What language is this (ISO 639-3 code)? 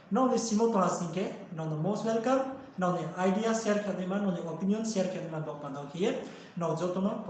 ria